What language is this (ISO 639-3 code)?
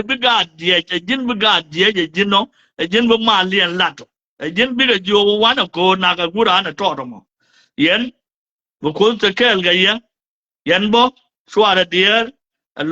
nus